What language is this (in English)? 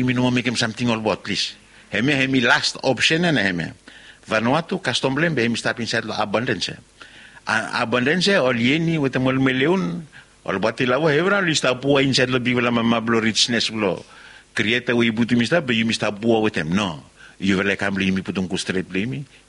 Bislama